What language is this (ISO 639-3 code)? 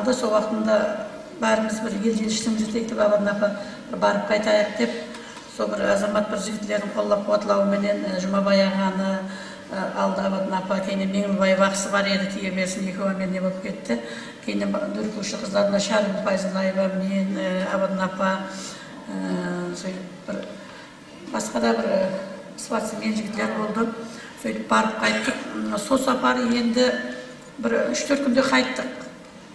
kaa